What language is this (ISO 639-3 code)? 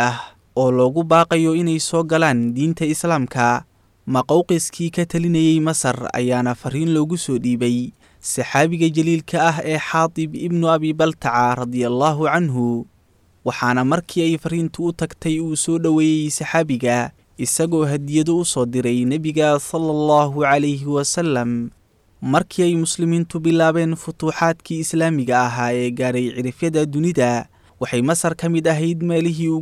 som